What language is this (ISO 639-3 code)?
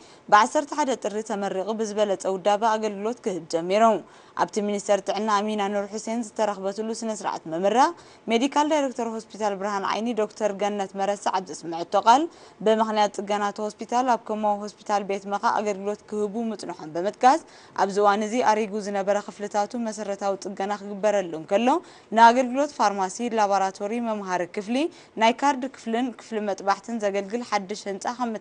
tir